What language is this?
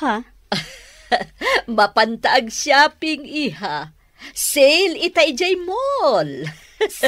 Iloko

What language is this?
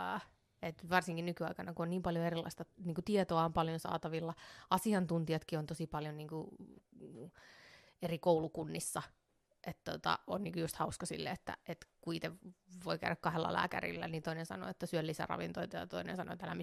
Finnish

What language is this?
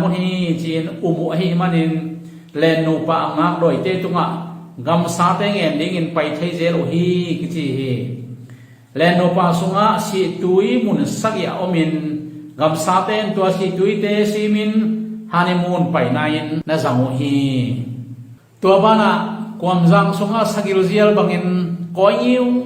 Tedim Chin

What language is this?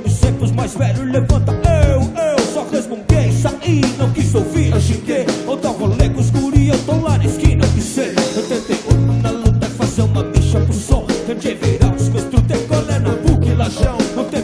Portuguese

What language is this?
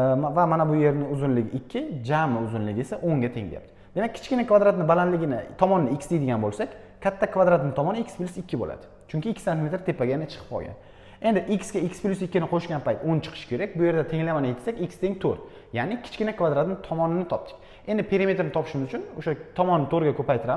Uzbek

